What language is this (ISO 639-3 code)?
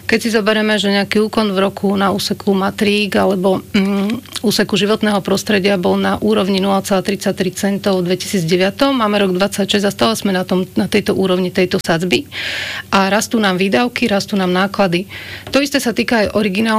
slk